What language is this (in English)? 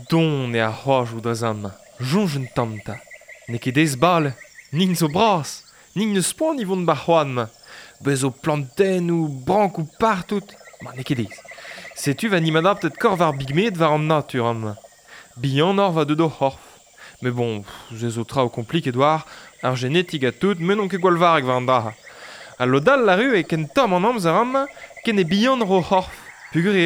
Breton